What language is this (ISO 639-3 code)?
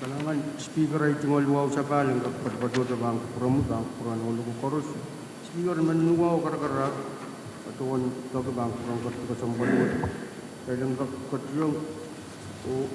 pon